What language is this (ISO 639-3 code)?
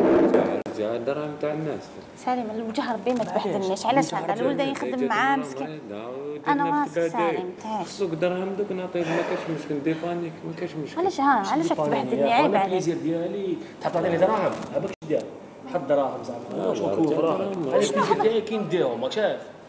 arq